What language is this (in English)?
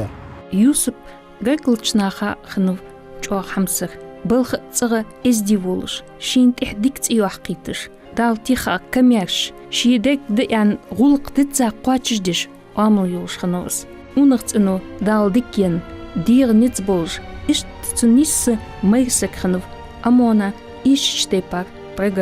Ingush